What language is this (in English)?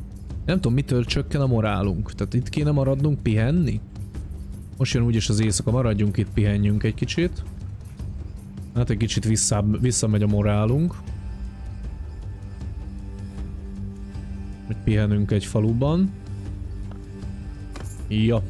Hungarian